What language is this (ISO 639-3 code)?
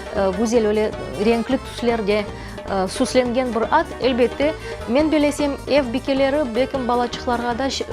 crh